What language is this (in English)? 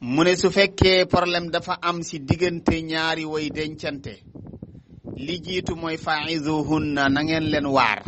Wolof